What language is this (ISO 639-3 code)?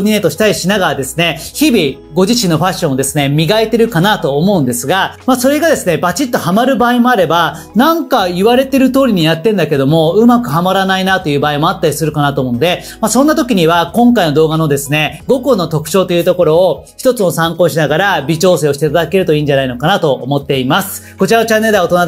jpn